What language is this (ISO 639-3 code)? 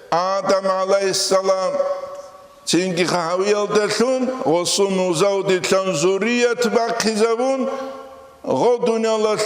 ava